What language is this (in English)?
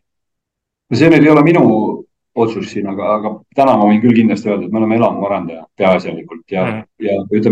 Estonian